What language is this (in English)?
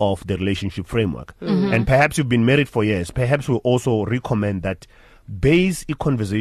English